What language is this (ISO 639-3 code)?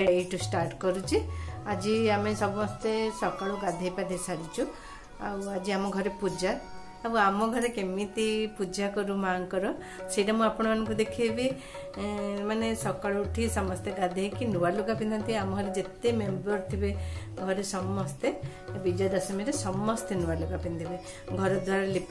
ori